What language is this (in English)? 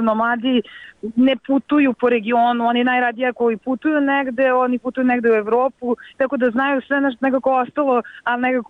Serbian